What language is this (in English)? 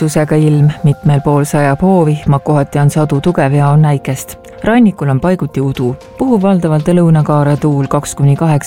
Estonian